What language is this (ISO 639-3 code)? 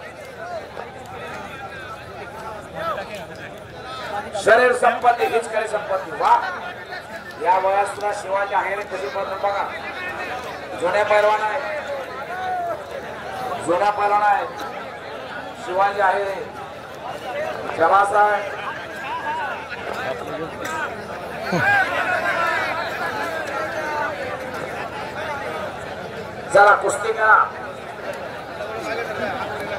mar